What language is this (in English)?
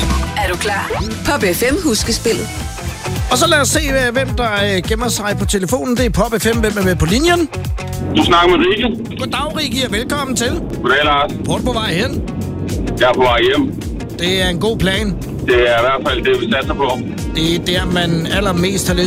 Danish